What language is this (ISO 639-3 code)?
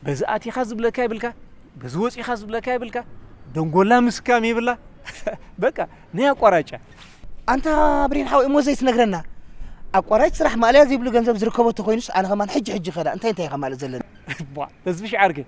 tir